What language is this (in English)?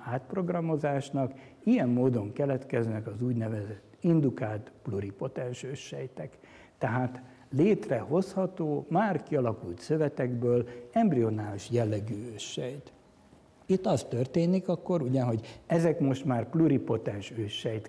Hungarian